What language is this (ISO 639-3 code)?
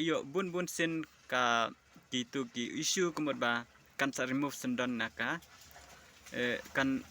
kha